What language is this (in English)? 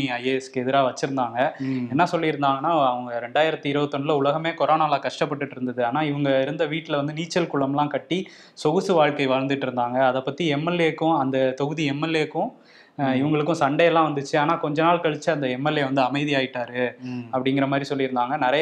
Tamil